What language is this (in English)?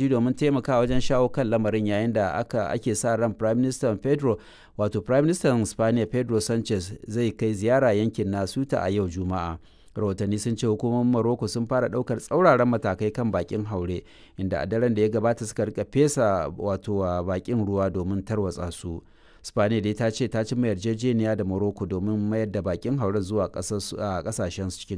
Hausa